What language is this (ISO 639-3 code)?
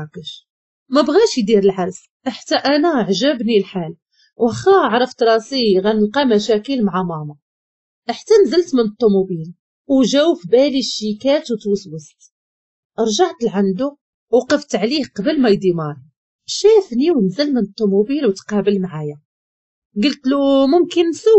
ary